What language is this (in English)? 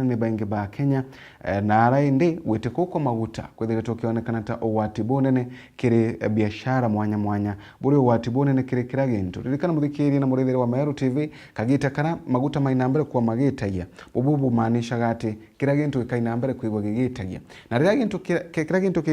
Meru